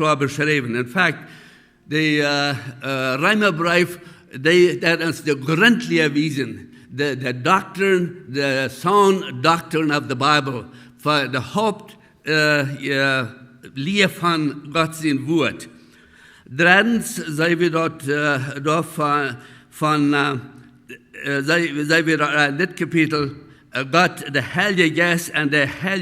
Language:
Plautdietsch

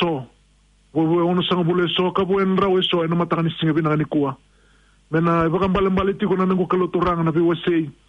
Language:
Fijian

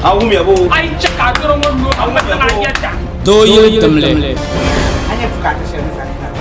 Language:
Dagbani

